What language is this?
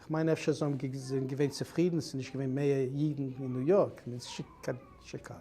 Yiddish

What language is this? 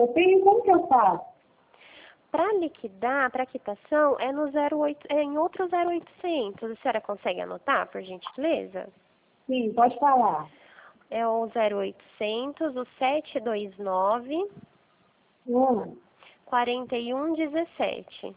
Portuguese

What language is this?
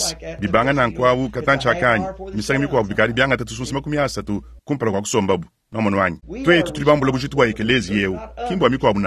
Luba-Lulua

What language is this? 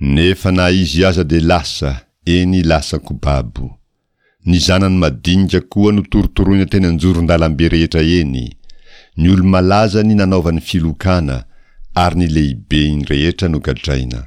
Malagasy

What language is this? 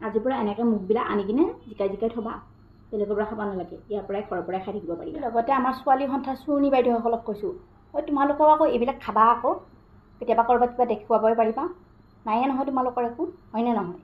Assamese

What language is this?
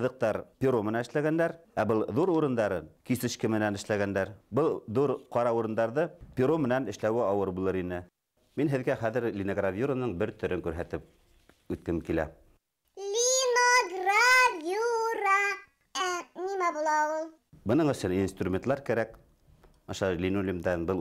Bashkir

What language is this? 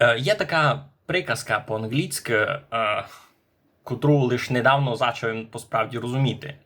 Rusyn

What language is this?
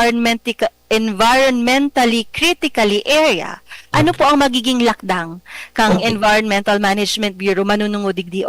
Bikol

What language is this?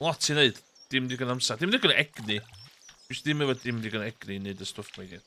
Welsh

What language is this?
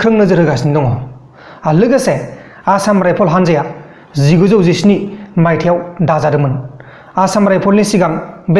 Bodo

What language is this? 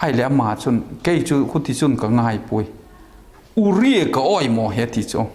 Vaiphei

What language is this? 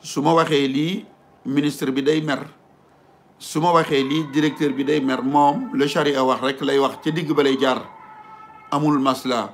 Wolof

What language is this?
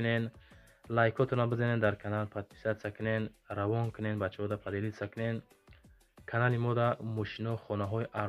Tajik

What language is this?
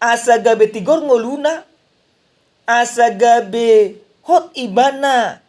Batak Toba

